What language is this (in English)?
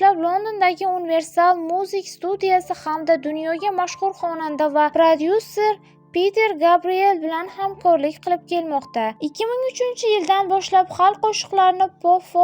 Uzbek